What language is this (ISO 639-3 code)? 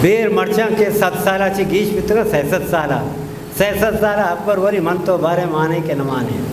bgp